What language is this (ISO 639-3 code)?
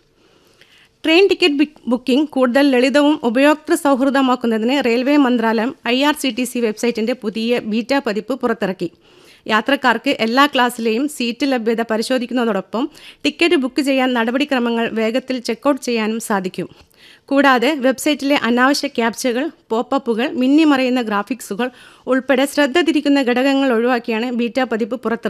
mal